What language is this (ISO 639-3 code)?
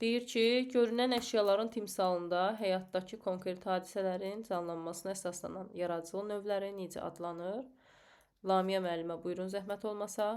aze